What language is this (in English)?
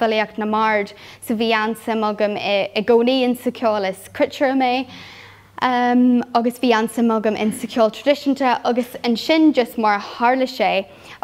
Irish